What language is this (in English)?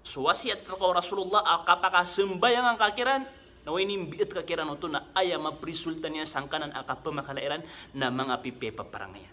Maranao